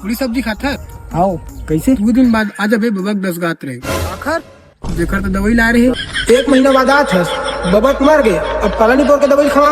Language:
Chhattisgarhi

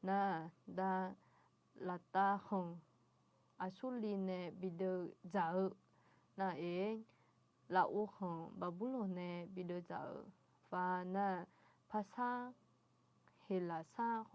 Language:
Akha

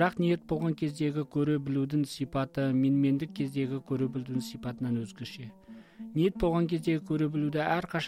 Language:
Kazakh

